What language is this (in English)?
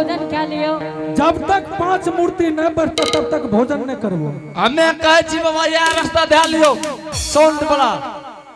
Angika